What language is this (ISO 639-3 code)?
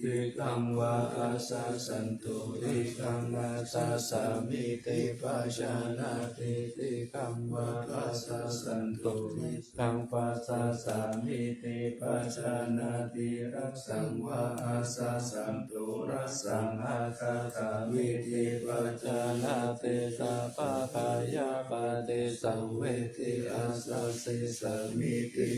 pli